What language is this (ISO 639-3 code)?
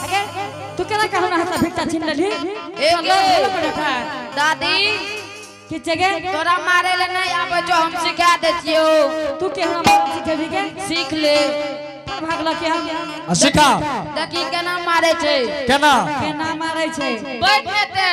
anp